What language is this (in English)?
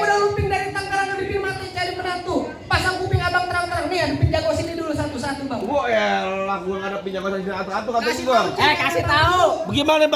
Betawi